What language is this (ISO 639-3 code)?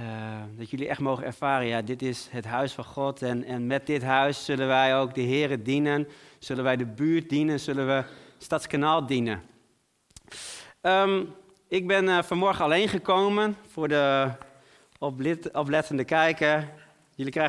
nld